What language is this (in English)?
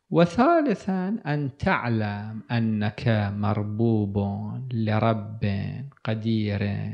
Arabic